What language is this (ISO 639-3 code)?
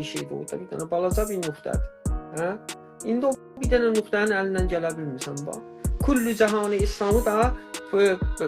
azb